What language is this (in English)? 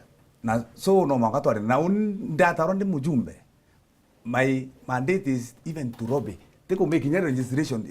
Meru